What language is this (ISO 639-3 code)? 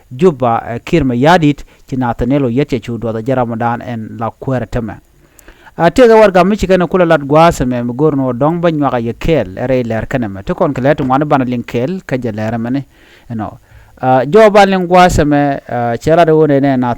nus